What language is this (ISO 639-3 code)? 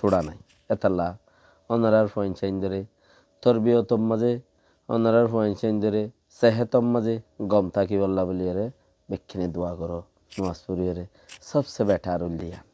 rhg